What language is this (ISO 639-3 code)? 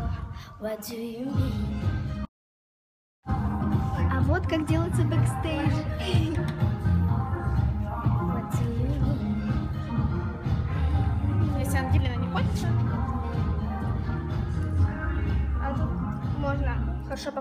rus